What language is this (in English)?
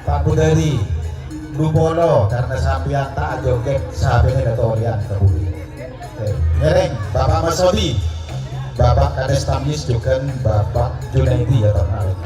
Madurese